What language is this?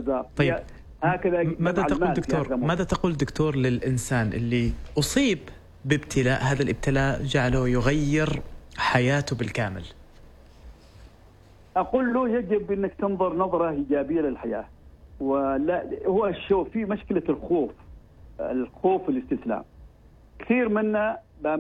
Arabic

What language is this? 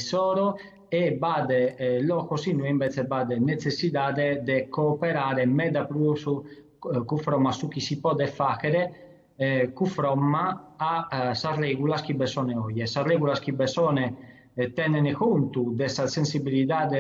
Sardinian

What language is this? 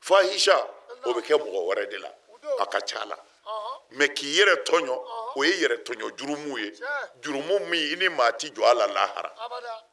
Bambara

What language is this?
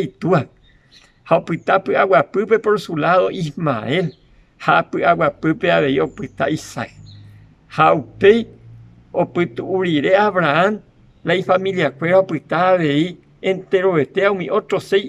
Guarani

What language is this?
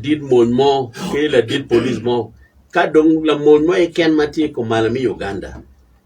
Acoli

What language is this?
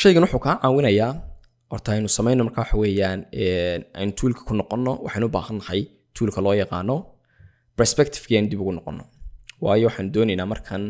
Somali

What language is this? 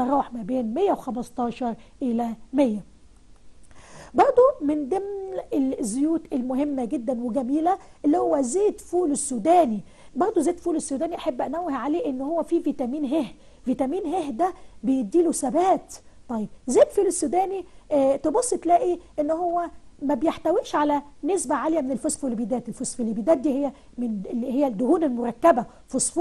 Egyptian Arabic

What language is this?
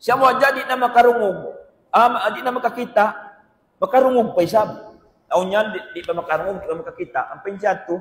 Tausug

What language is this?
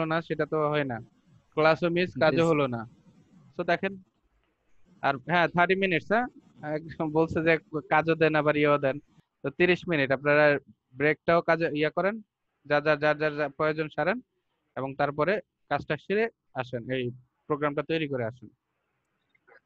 Bangla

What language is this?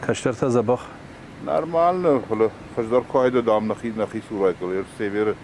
Ossetic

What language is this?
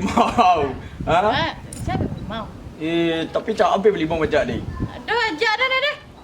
Minangkabau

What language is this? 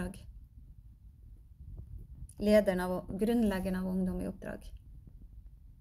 Norwegian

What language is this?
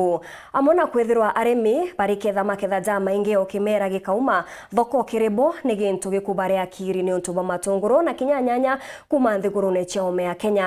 Meru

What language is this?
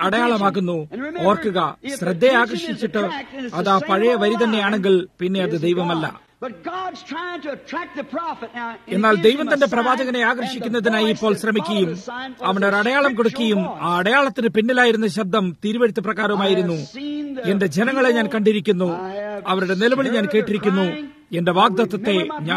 Malayalam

